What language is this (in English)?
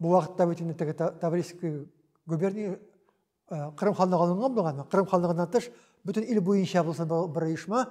Tatar